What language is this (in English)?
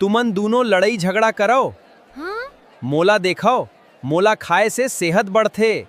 Chhattisgarhi